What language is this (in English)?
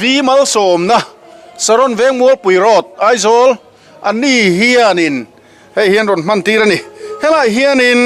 Mizo